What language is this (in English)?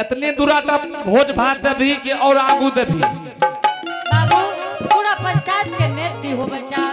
Angika